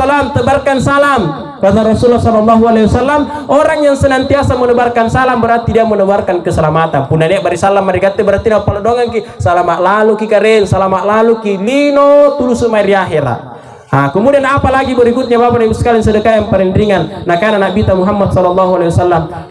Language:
Makasar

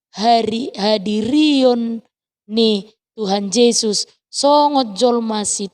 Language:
Batak Toba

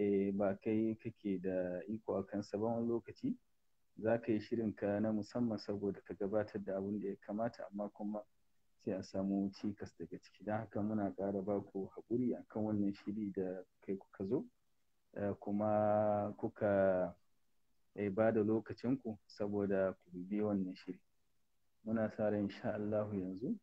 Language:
Hausa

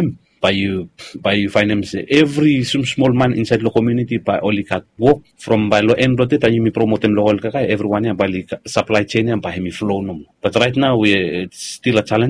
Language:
Bislama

